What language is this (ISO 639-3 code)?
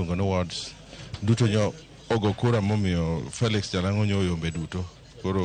luo